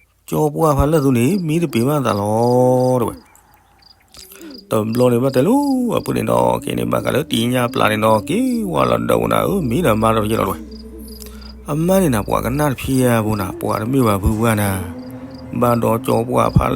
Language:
S'gaw Karen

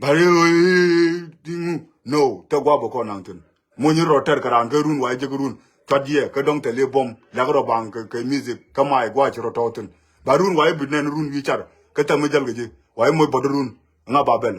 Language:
Nuer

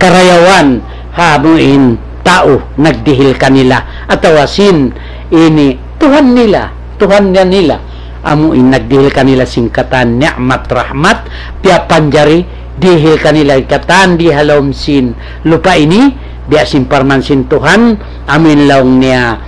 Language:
Tausug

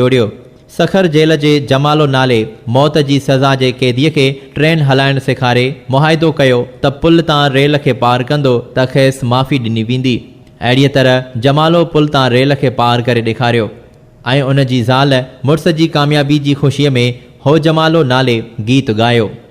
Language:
Sindhi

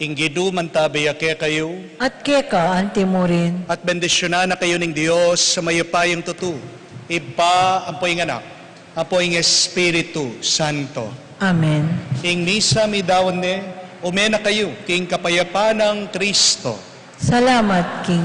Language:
Pampanga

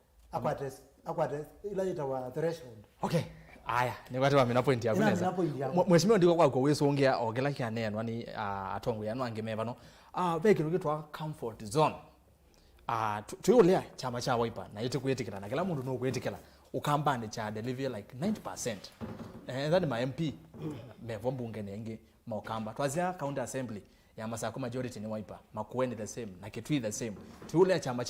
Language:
Kamba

